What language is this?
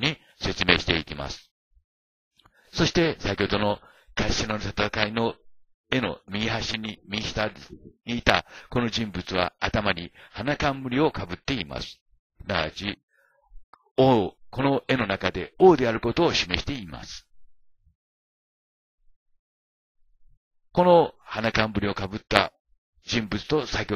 Japanese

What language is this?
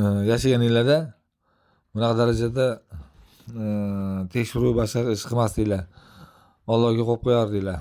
Uzbek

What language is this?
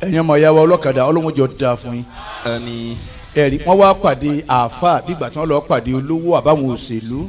Yoruba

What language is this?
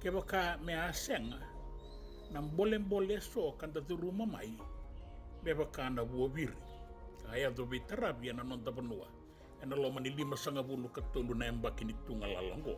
Fijian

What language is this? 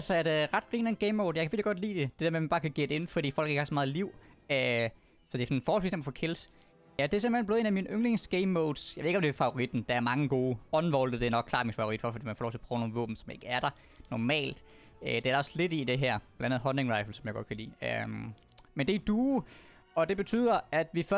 Danish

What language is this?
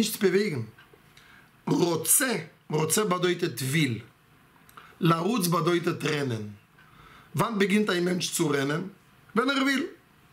German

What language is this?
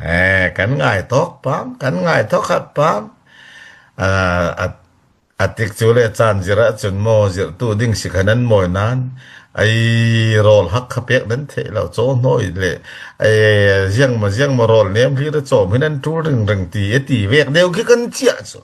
Falam Chin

